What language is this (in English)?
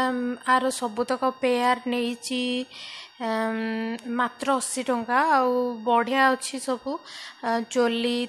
Odia